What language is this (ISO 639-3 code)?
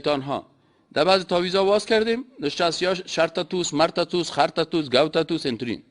fas